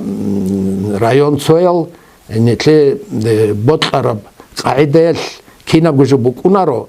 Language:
Avaric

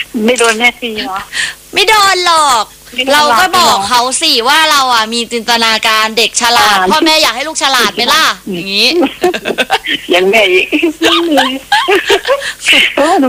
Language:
Thai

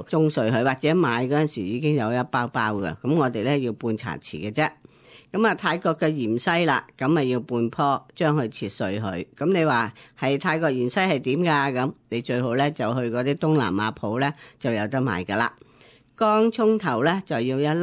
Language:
Cantonese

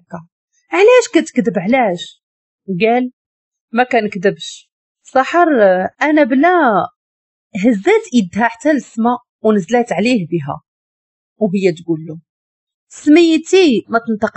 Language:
Moroccan Arabic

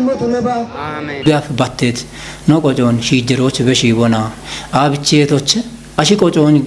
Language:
Kafa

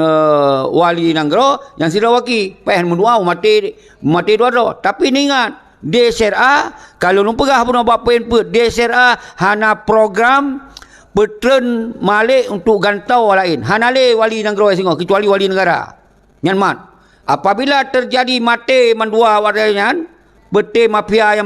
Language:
Achinese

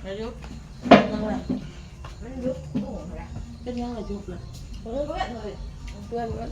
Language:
Northeastern Thai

